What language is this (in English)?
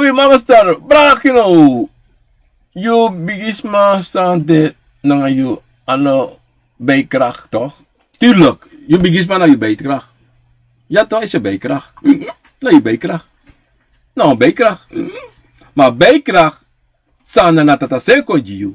Sranan Tongo